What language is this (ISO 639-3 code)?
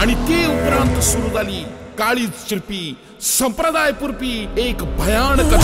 kok